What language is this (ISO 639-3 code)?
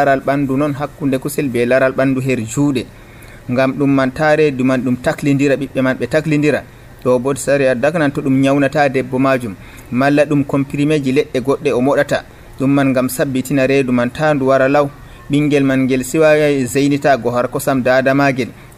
fuv